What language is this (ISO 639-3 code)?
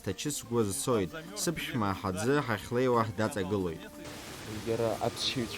abk